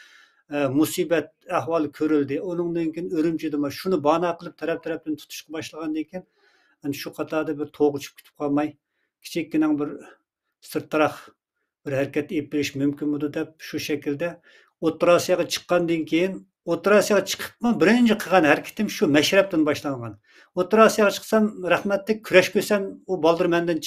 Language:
Uyghur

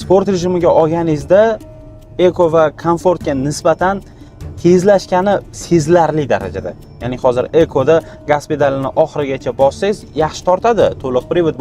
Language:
Uzbek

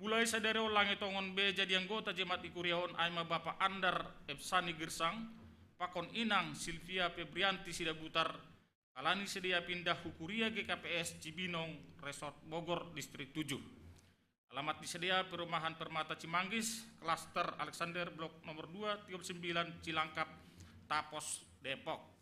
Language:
Batak Simalungun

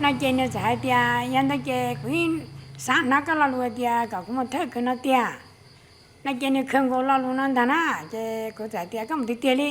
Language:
Hmong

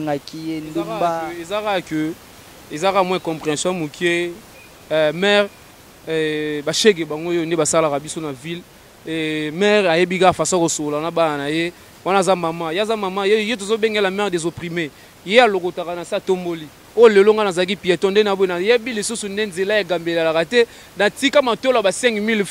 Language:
Lingala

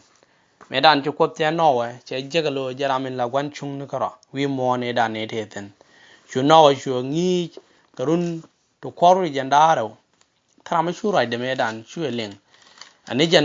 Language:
Nuer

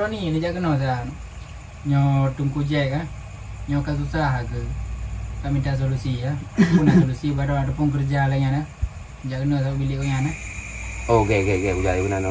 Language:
Achinese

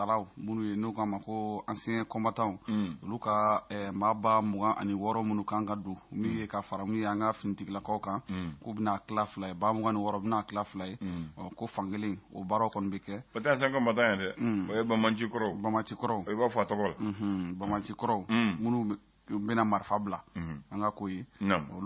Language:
Bambara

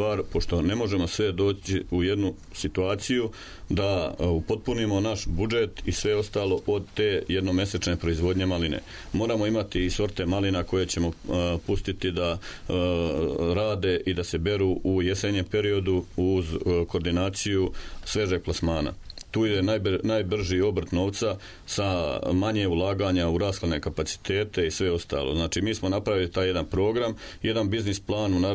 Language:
Serbian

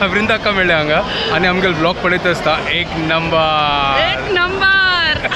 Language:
Konkani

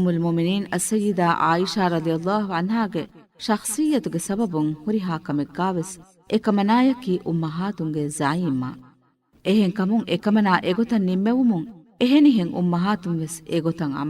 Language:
Divehi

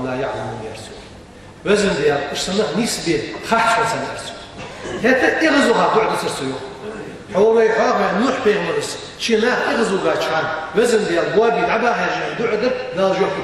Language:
Ingush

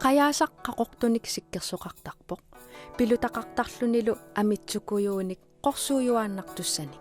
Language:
Kalaallisut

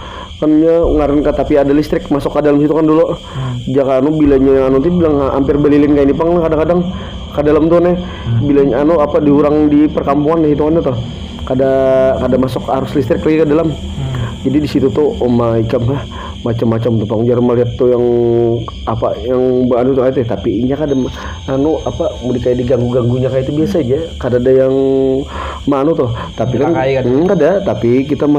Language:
Banjar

